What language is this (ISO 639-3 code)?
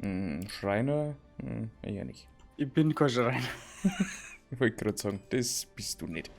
bar